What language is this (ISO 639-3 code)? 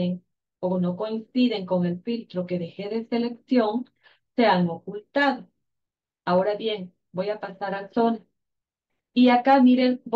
spa